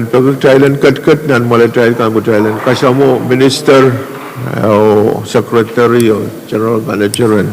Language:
Pohnpeian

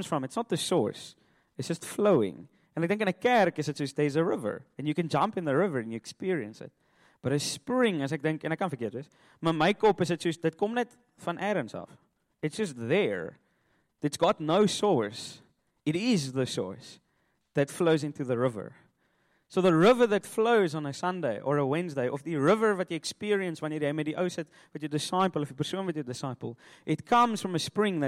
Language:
Afrikaans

